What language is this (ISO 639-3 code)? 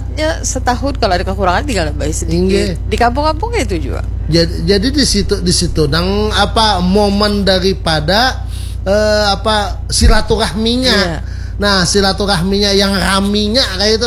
bjn